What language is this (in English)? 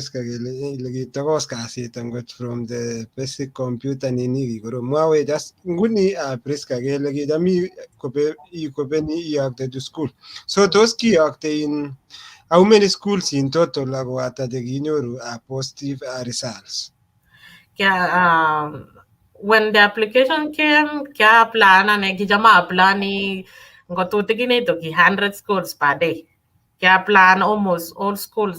Kalenjin